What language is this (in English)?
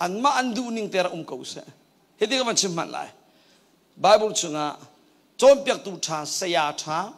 Hakha Chin